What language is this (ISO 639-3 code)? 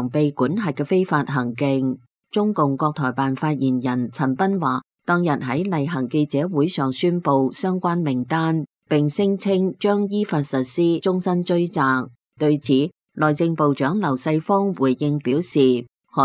yue